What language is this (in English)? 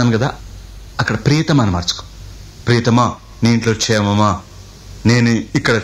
Telugu